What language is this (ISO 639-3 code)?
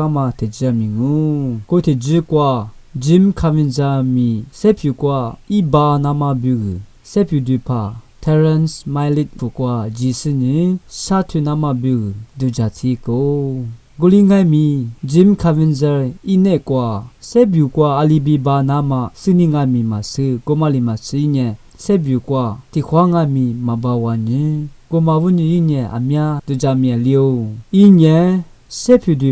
lis